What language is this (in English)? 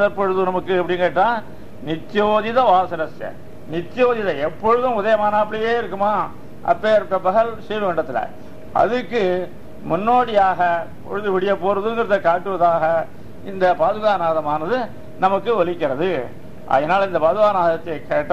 Tamil